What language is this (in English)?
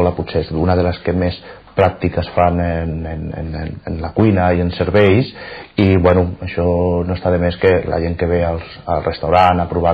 Catalan